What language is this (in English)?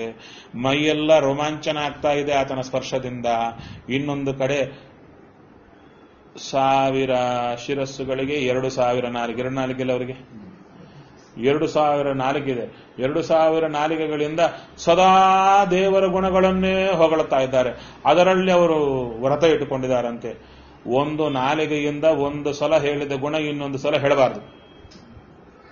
Kannada